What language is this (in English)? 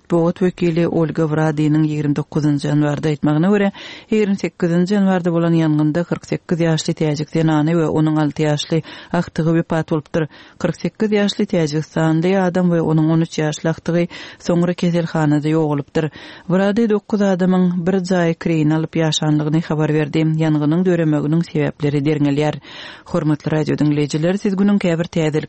Turkmen